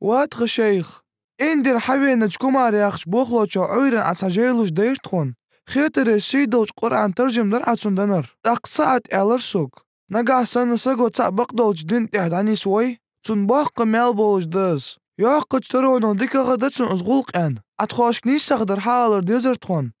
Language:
Ingush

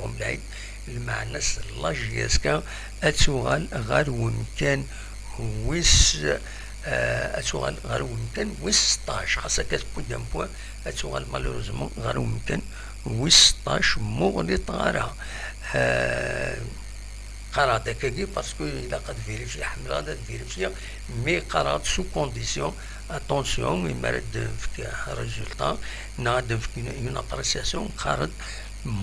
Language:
Kabyle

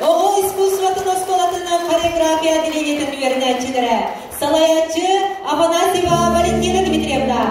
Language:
Yakut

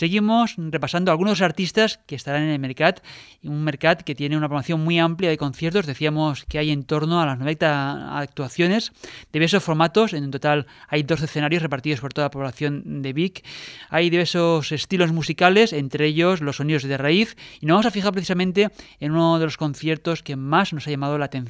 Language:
Spanish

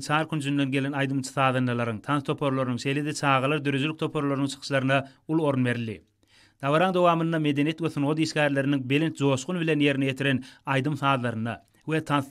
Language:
Turkmen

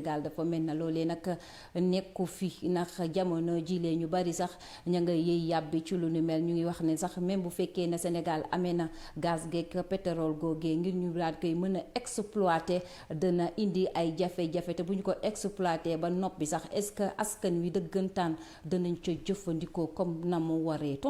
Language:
Wolof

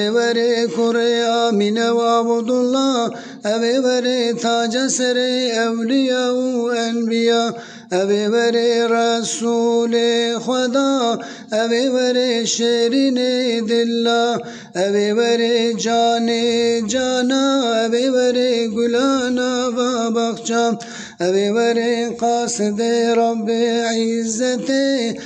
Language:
Kurdish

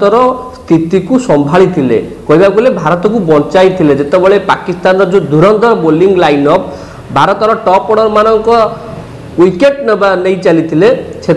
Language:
Odia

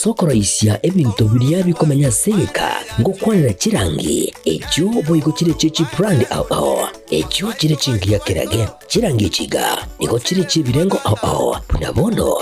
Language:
Gusii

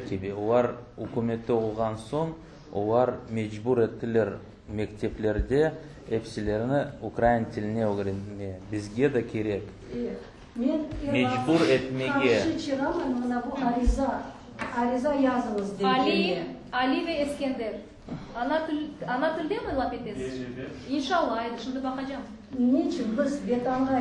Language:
Crimean Tatar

